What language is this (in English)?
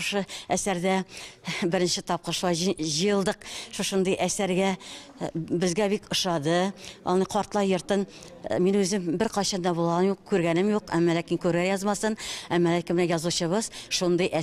Tatar